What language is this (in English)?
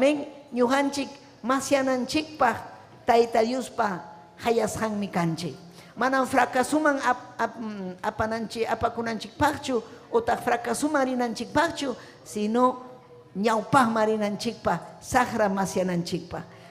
Ayacucho Quechua